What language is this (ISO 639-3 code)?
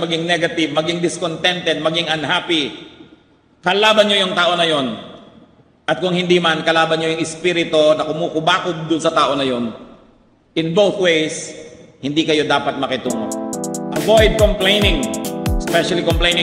fil